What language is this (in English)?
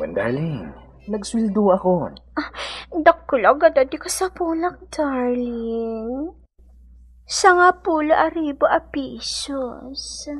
Iloko